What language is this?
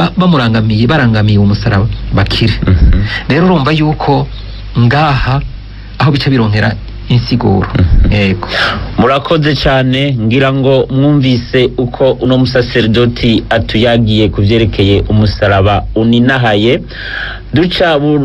Rundi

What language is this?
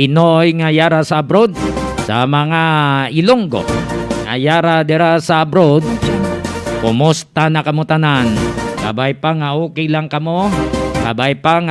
Hiligaynon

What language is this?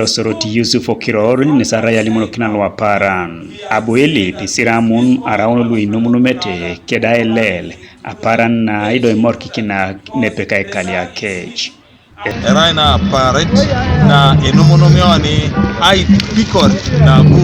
Teso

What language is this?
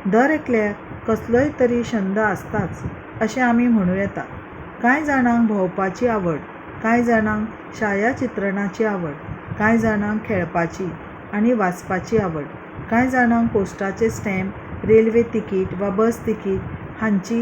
Konkani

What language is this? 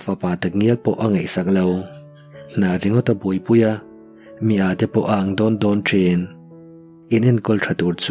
Mizo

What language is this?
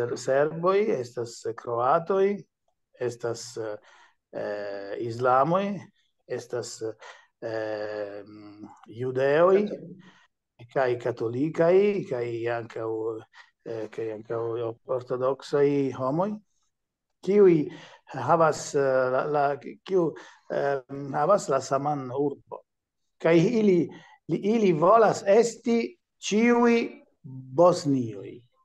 Esperanto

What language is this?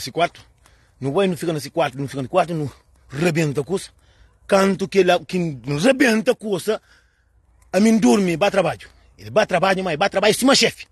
Kabuverdianu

